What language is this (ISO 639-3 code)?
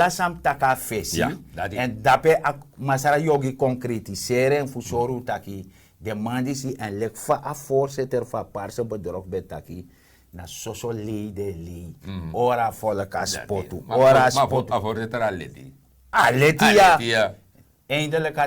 srn